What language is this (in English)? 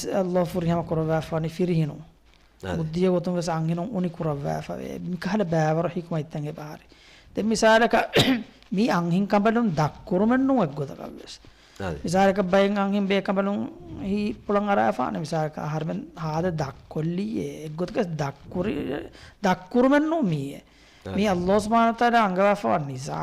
Divehi